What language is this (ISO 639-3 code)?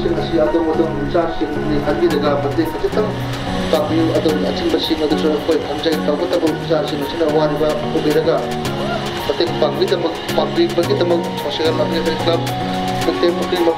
msa